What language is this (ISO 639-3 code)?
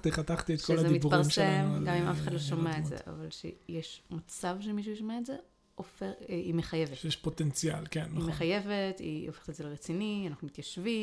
heb